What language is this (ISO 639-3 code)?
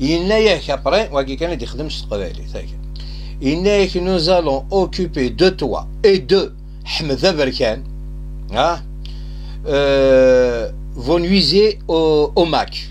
kab